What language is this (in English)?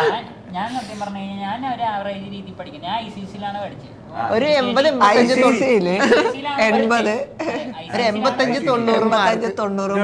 Malayalam